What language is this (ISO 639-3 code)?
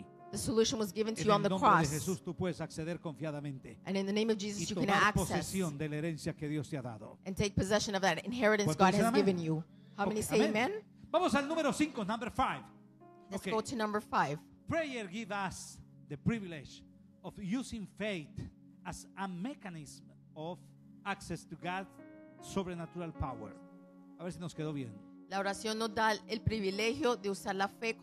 spa